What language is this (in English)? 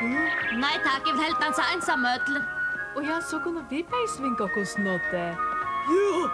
Faroese